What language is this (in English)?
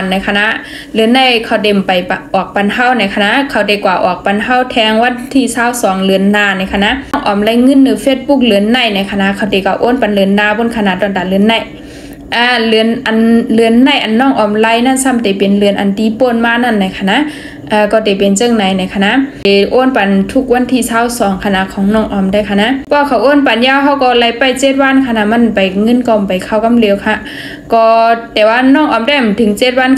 Shan